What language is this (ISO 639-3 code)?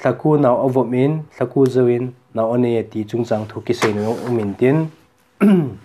tcz